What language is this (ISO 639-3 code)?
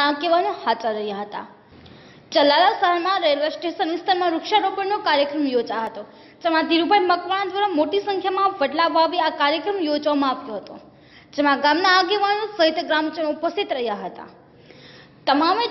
guj